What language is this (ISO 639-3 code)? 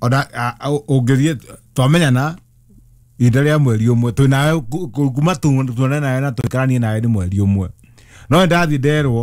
kik